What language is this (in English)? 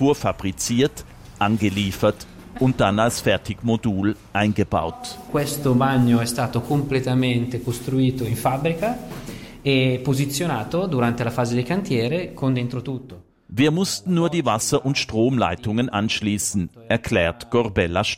German